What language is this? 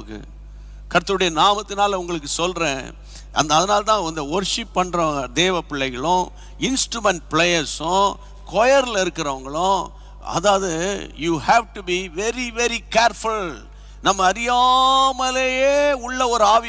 Tamil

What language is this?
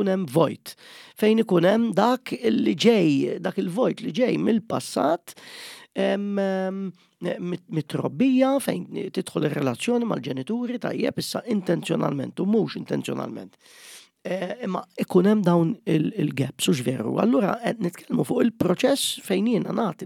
Maltese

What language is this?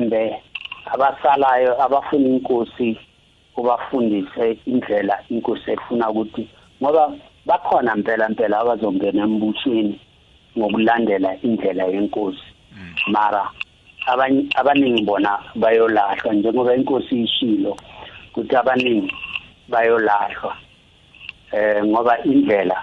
South Ndebele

